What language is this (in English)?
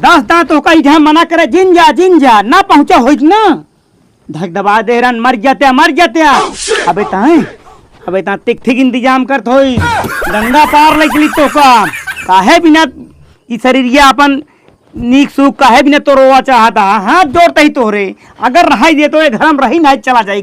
Awadhi